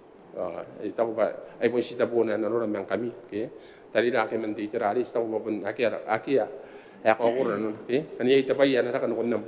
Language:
Gilbertese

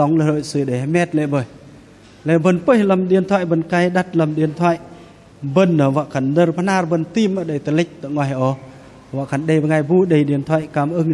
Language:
Bahnar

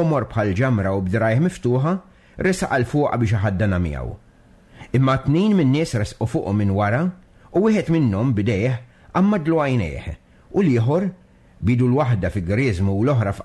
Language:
Maltese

